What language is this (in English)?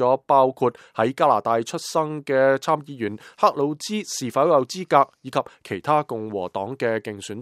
Cantonese